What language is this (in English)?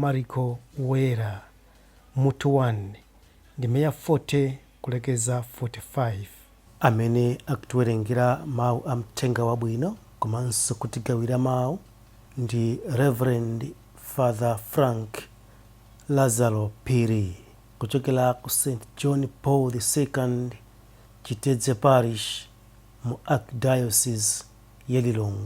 Nyanja